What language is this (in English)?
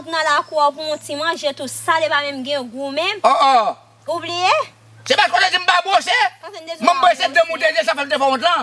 Haitian Creole